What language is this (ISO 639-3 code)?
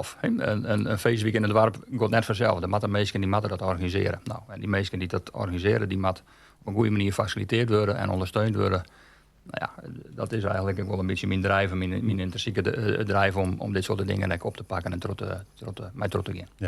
fry